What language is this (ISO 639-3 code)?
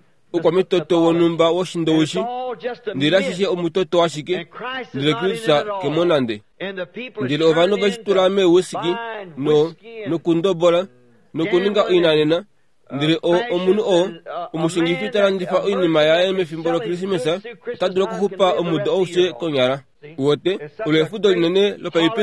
kua